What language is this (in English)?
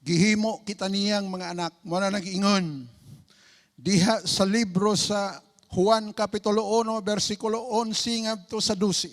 Cebuano